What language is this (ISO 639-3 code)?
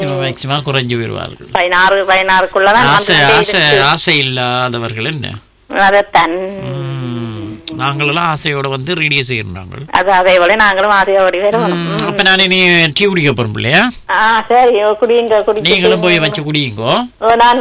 tam